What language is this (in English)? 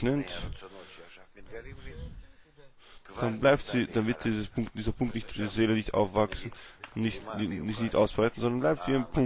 German